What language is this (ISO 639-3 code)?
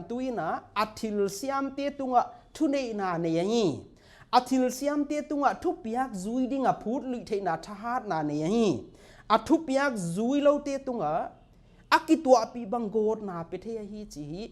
pck